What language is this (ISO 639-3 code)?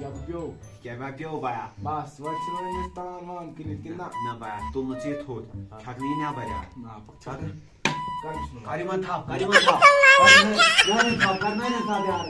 kas